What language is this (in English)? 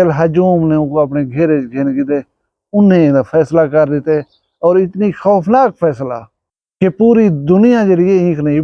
Saraiki